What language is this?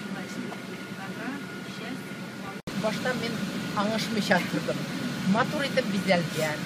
Tatar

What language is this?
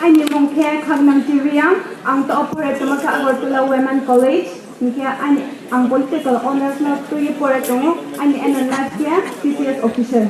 Riang (India)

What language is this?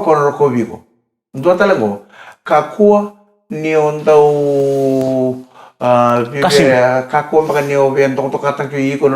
Fijian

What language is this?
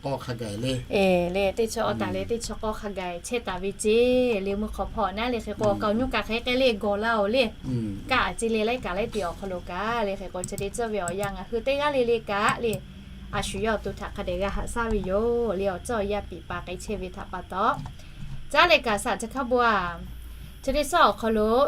Lahu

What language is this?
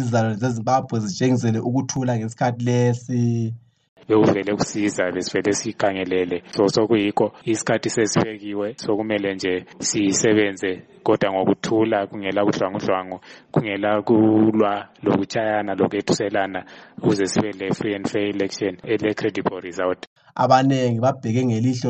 North Ndebele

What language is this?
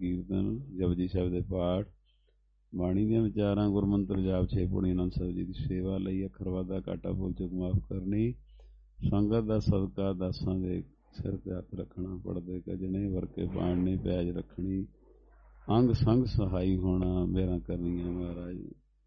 Punjabi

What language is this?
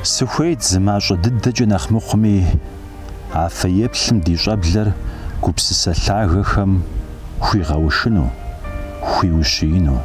Kabardian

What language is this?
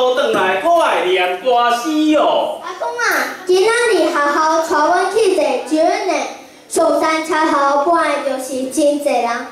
Min Nan Chinese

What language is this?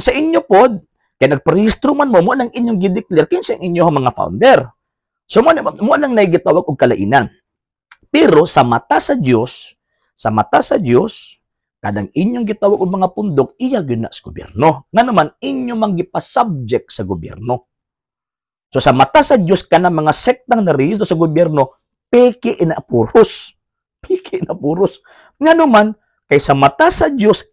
Cebuano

